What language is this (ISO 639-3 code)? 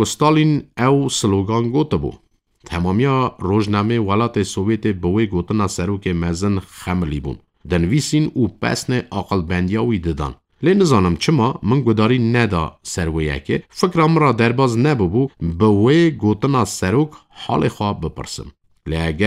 kur